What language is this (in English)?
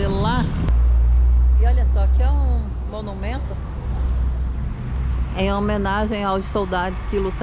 Portuguese